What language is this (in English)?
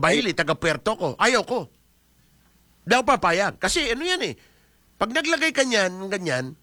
Filipino